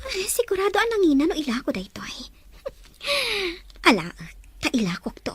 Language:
Iloko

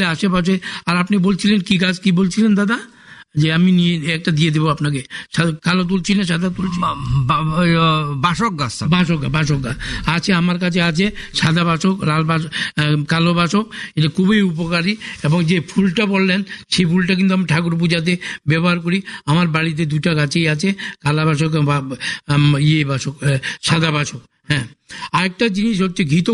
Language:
Bangla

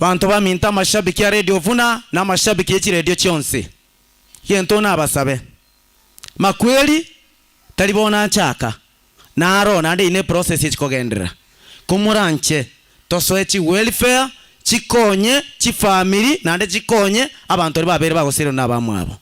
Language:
Gusii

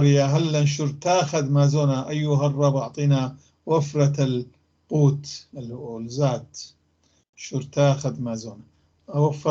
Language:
North Levantine Arabic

